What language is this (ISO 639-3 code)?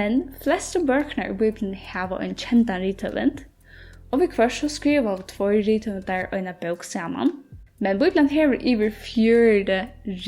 fao